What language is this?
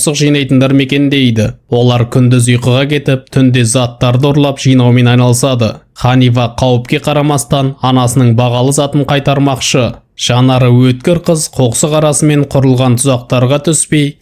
Kazakh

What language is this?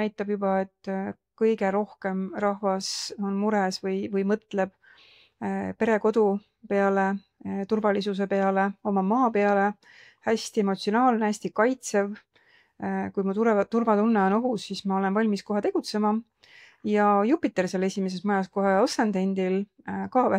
Estonian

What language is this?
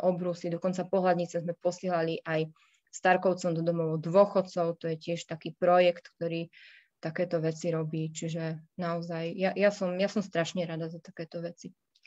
Slovak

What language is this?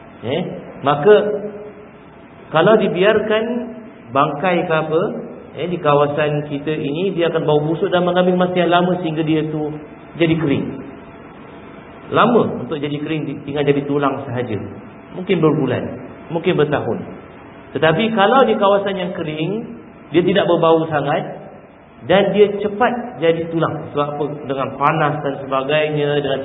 Malay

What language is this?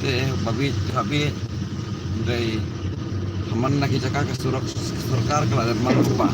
Khasi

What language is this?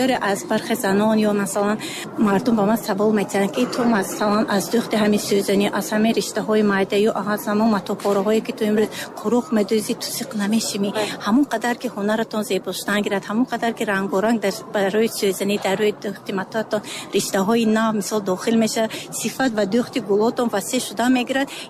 Tajik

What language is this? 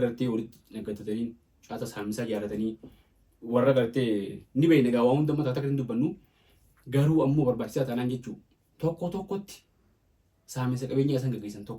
Oromo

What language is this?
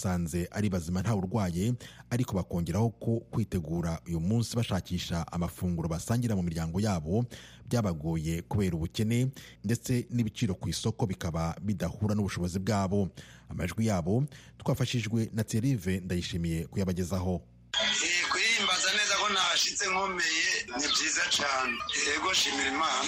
Kinyarwanda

